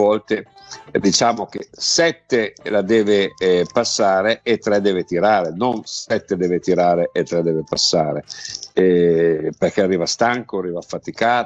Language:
Italian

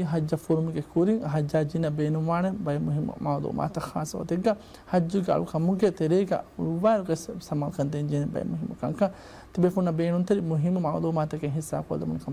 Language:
Divehi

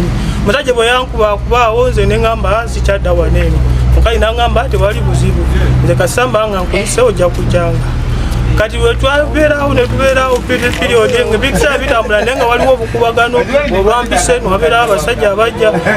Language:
Ganda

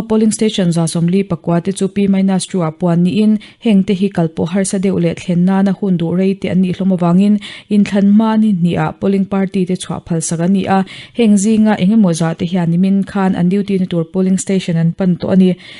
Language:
Mizo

